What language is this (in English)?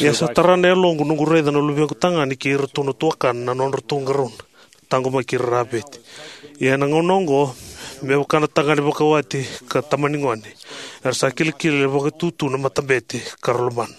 Fijian